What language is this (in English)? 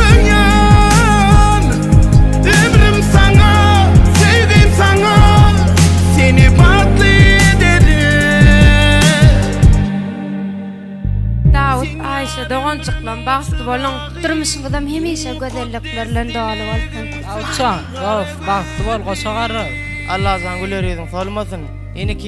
Turkmen